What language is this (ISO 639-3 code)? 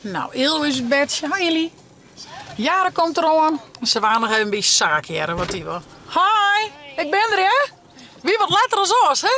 fry